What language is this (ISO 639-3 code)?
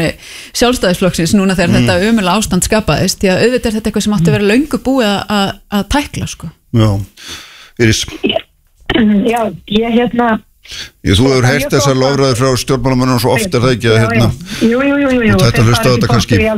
isl